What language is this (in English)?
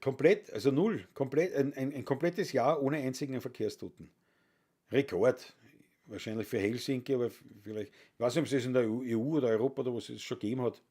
Bavarian